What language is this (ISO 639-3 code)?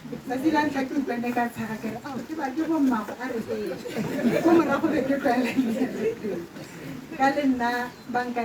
tsn